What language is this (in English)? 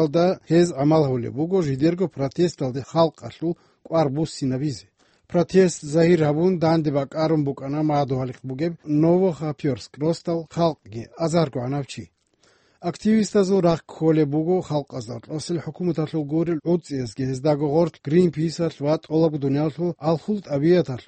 Avaric